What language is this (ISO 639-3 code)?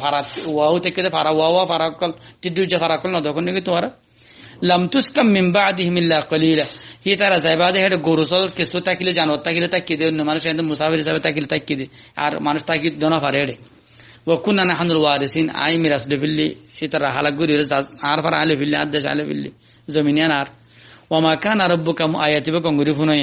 rhg